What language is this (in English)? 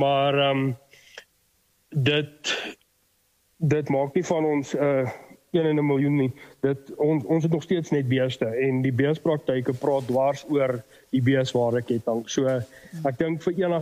Afrikaans